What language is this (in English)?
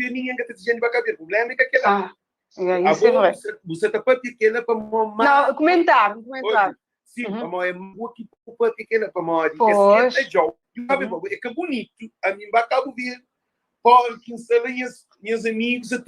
Kabuverdianu